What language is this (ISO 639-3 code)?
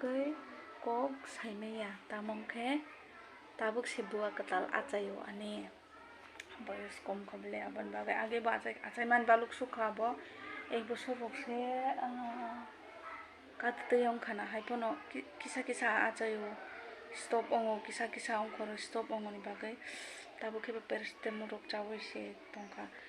trp